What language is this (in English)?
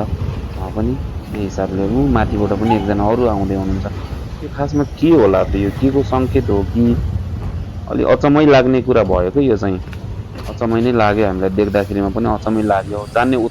Nepali